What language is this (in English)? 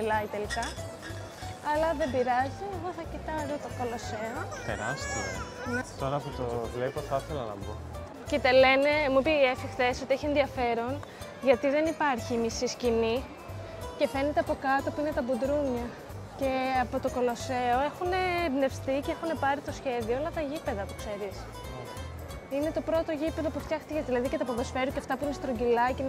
Greek